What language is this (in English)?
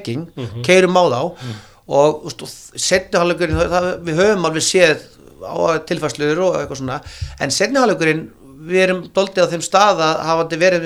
Icelandic